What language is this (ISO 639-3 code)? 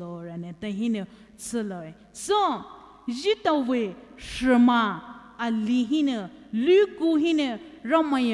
pmx